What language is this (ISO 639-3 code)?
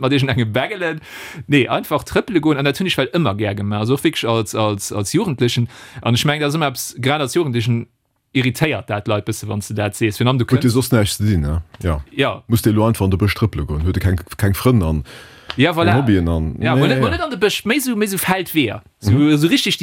ltz